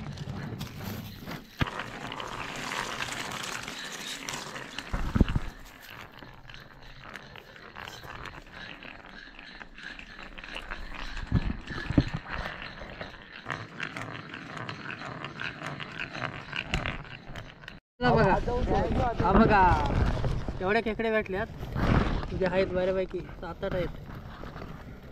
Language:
Marathi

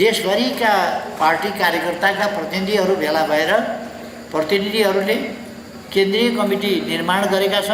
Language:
Nepali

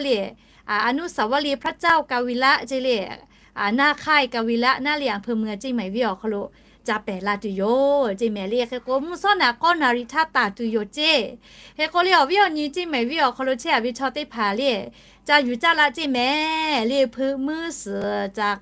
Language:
Lahu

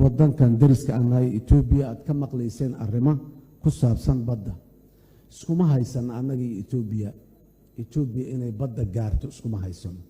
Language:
Somali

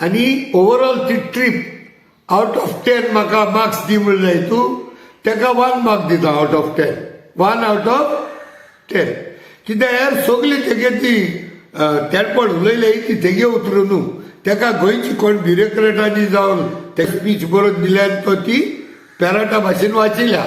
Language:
Konkani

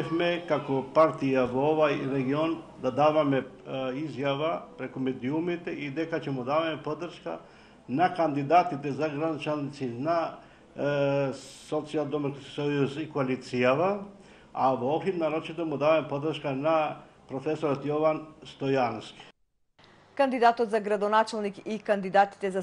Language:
Macedonian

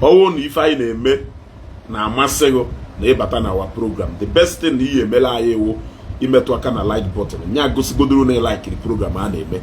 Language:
Igbo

